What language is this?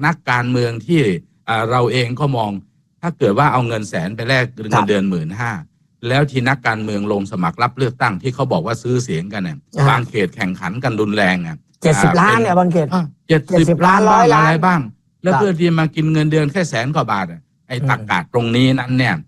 Thai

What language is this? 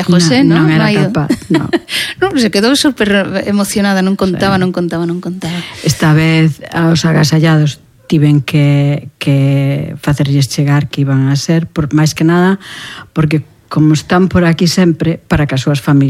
Galician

